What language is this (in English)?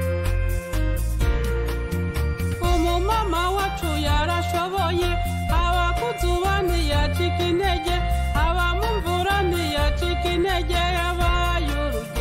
Kinyarwanda